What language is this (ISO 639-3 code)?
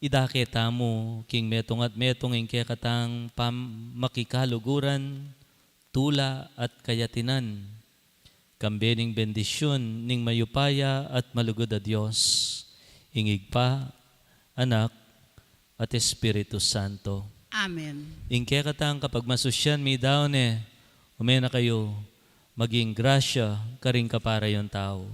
pam